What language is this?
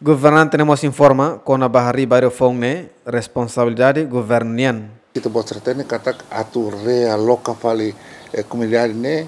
Tetum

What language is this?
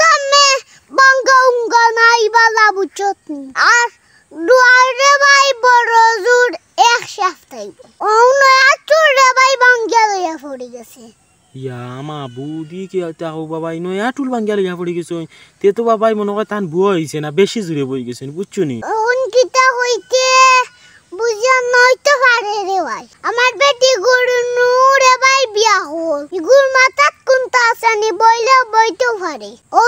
Sylheti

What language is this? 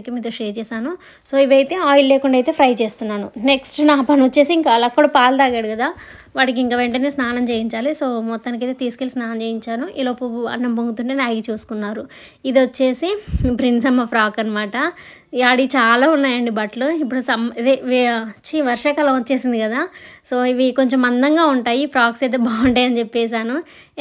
Telugu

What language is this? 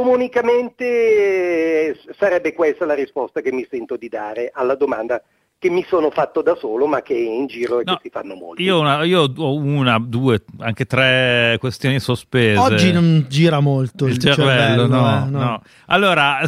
Italian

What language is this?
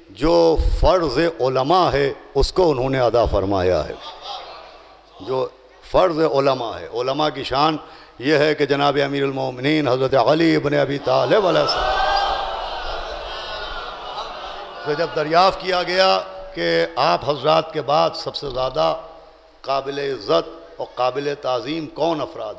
Urdu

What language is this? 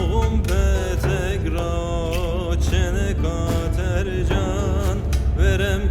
Zaza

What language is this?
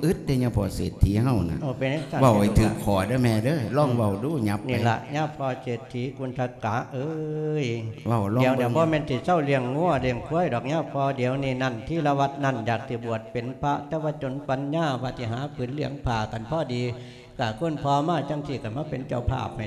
Lao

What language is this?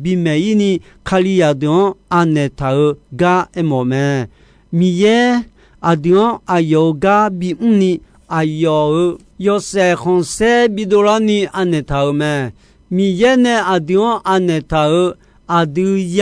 Akha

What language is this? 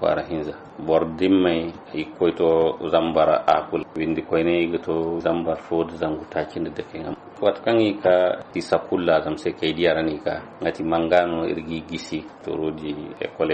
Zarma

